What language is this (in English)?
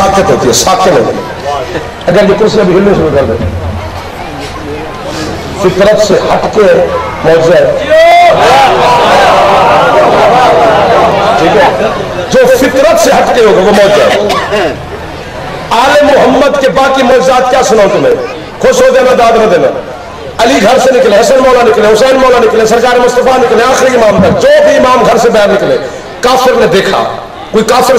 Urdu